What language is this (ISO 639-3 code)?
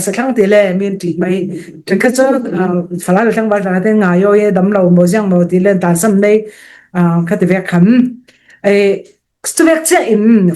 cfm